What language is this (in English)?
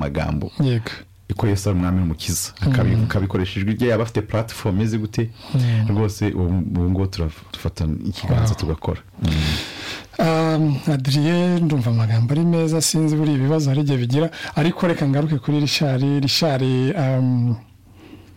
Kinyarwanda